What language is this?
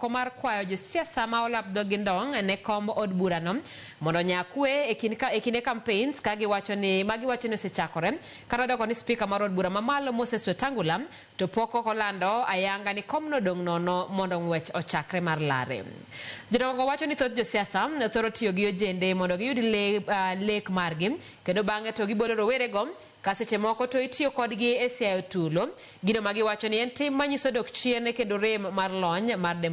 Luo (Kenya and Tanzania)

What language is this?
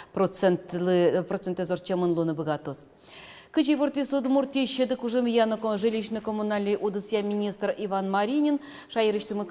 Udmurt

